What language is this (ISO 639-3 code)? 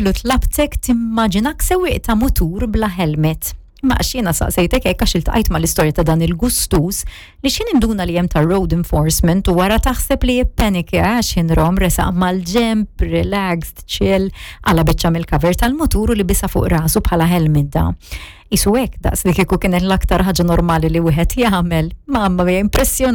mlt